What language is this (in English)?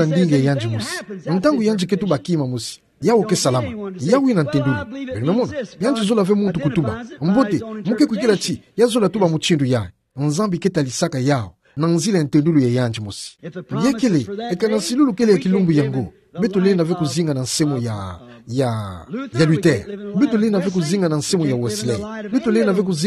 Kituba (Democratic Republic of Congo)